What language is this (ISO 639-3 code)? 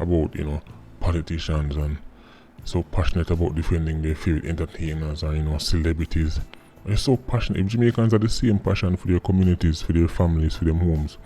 jam